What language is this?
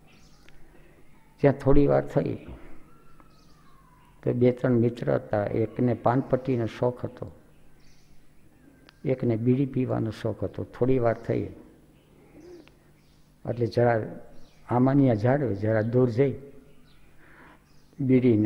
Gujarati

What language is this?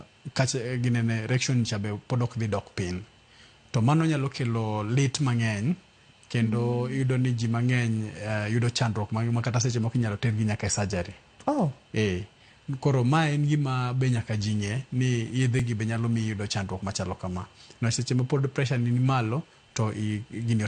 Luo (Kenya and Tanzania)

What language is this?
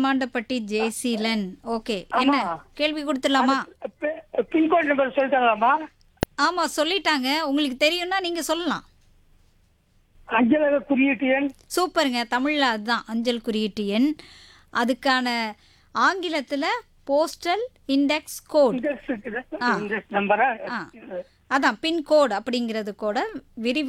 Tamil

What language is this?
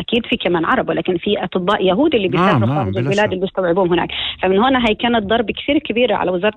North Levantine Arabic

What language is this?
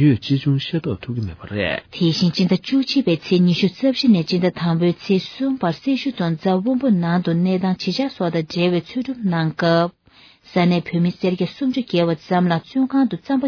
Tibetan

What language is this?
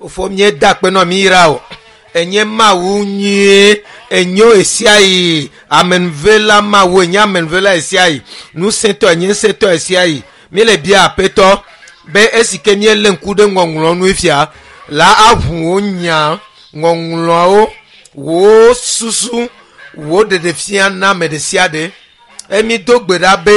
Ewe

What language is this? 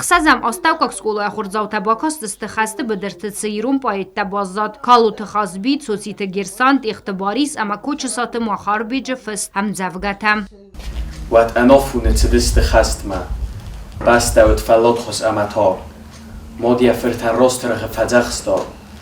Ossetic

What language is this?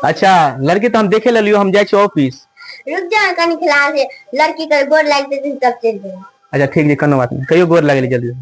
Maithili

